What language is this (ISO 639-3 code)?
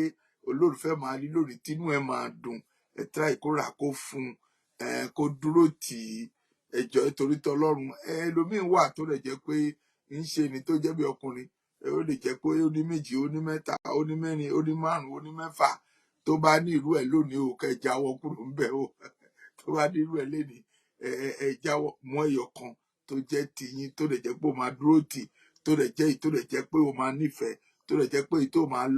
yor